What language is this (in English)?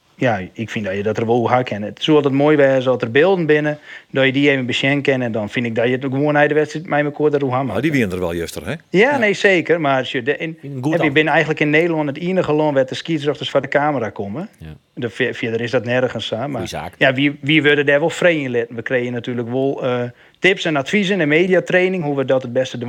Western Frisian